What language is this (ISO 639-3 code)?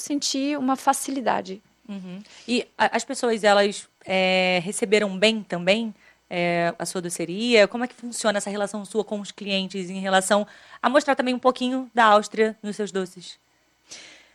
por